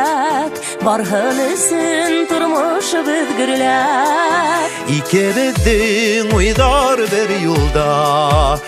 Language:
Bashkir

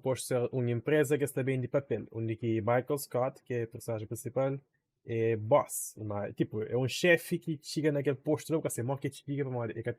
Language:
Kabuverdianu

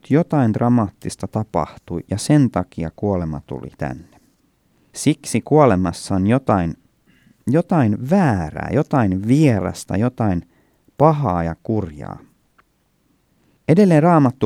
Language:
Finnish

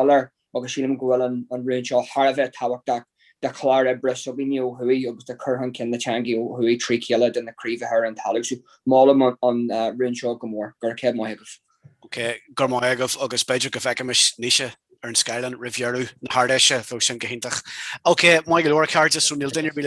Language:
Irish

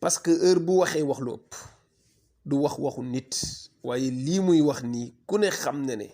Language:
Wolof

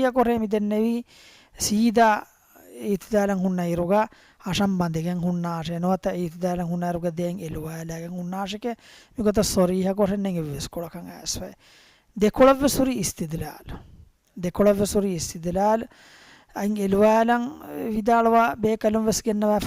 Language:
Divehi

